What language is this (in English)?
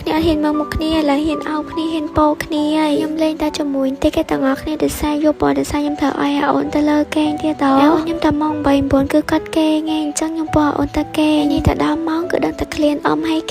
Khmer